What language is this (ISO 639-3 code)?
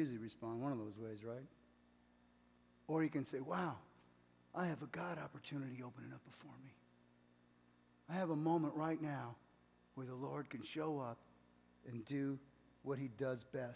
eng